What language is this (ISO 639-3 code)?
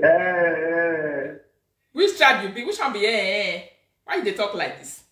pcm